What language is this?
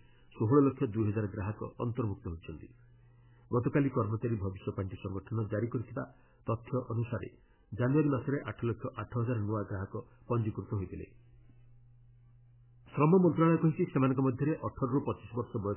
Odia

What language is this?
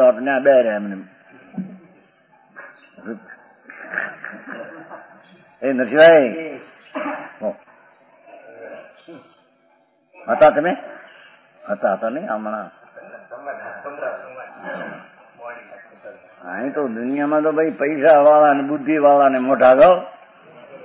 Gujarati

